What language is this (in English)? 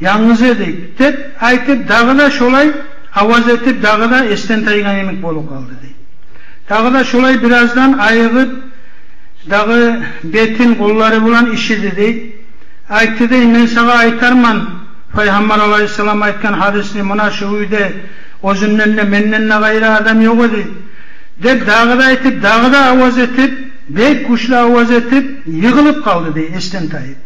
Kumyk